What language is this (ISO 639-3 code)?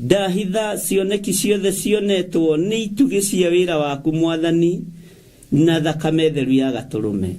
kik